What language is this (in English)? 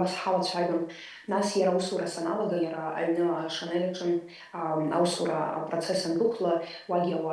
Abkhazian